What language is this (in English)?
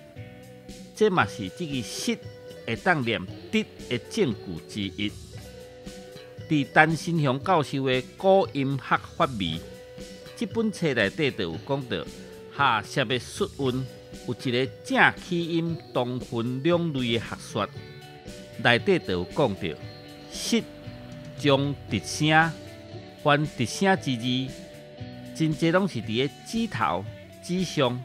Min Nan Chinese